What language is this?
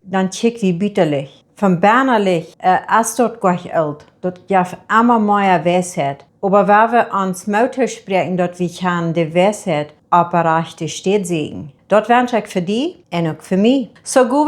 Plautdietsch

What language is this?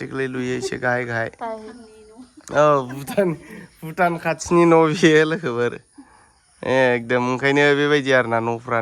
Bodo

